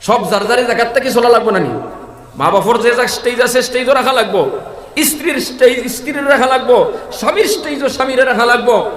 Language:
Sylheti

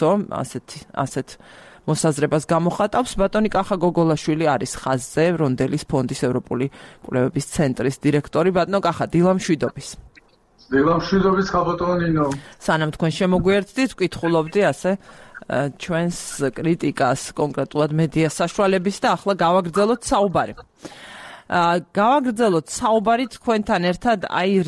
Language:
Georgian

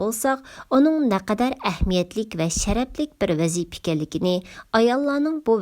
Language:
Uyghur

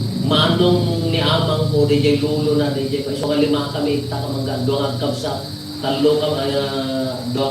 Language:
Iloko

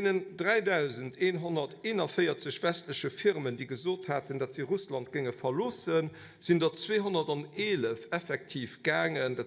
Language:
Luxembourgish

